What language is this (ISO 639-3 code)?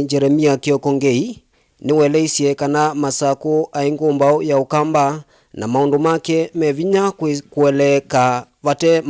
kam